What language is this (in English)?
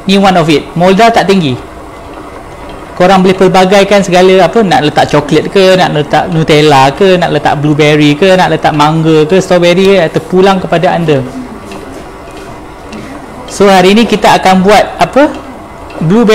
Malay